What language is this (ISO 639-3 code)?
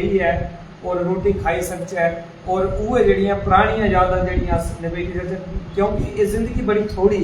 doi